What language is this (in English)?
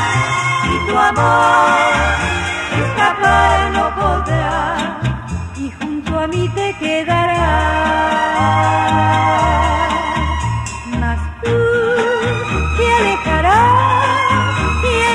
Spanish